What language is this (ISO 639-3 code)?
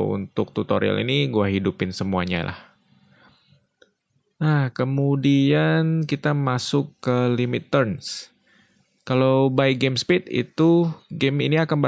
ind